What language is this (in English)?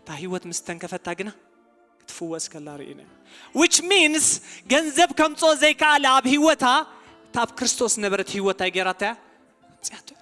Tigrinya